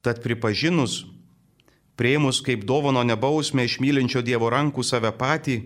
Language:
Lithuanian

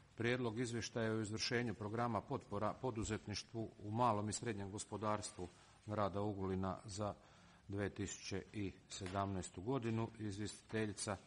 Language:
Croatian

